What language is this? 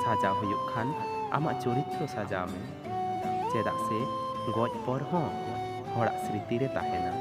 Santali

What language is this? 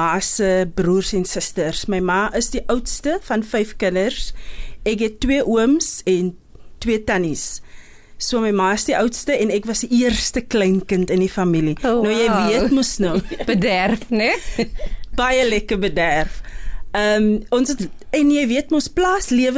Afrikaans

